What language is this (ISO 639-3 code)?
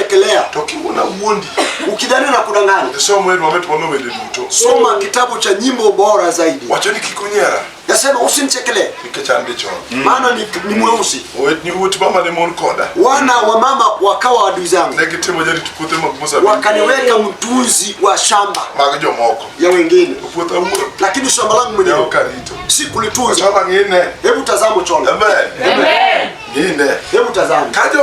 luo